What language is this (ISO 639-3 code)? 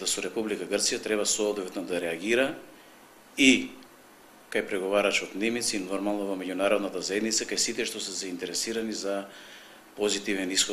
mkd